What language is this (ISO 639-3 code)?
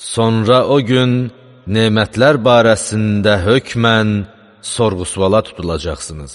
aze